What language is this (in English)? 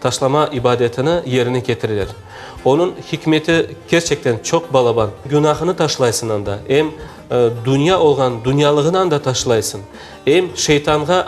Crimean Tatar